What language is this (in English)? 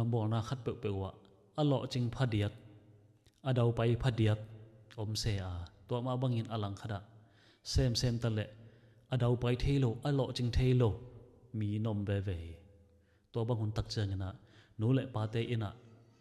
Tedim Chin